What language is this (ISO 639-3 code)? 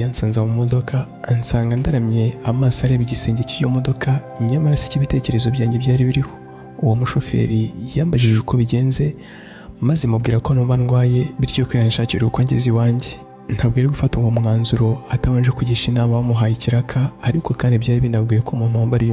kin